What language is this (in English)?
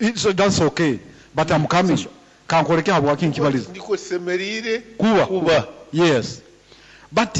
Nyoro